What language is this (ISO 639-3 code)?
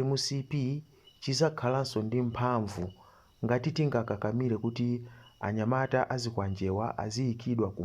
nya